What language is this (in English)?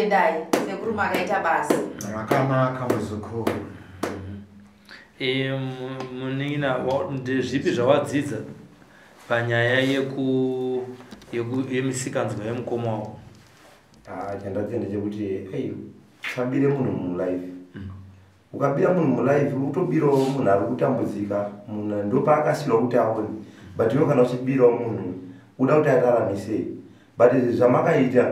Shona